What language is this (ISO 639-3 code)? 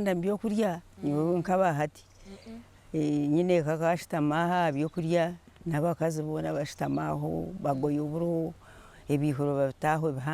nyn